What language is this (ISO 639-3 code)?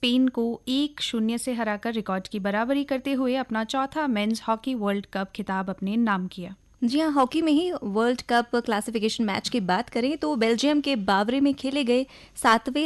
hin